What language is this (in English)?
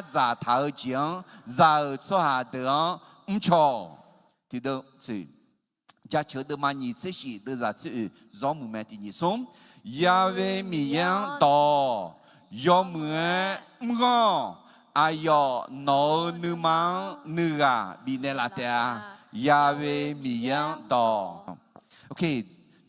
Akha